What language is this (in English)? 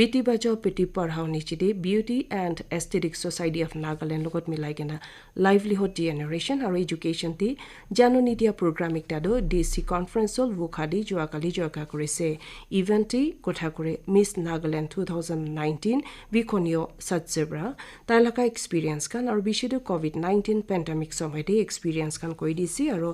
Naga Pidgin